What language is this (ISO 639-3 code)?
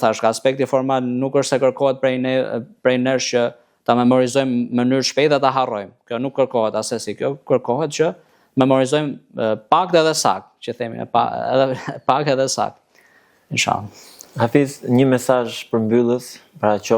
sqi